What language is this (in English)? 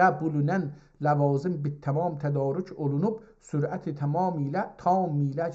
South Azerbaijani